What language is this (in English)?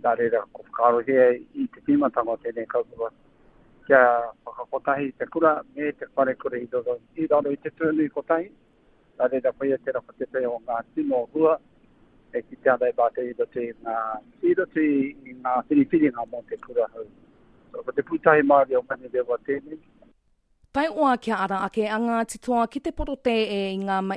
Māori